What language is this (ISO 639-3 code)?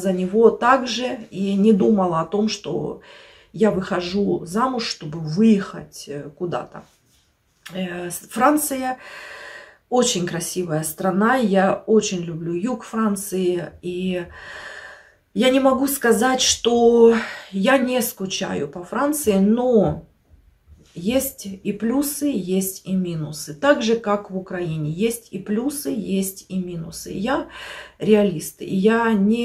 rus